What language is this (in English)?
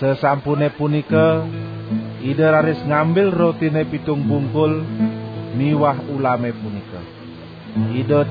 Balinese